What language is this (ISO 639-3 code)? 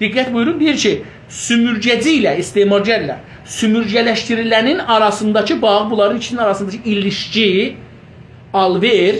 azb